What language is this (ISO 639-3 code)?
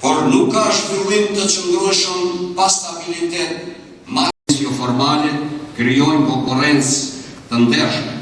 sqi